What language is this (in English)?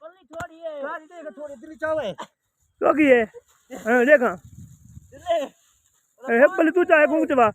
Saraiki